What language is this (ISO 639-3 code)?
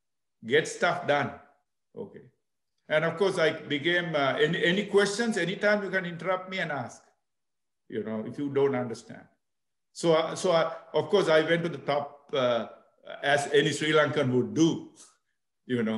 eng